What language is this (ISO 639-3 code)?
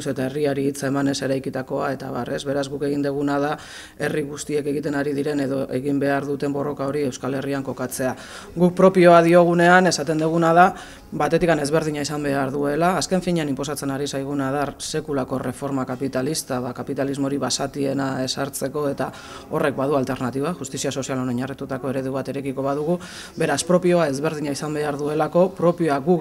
eus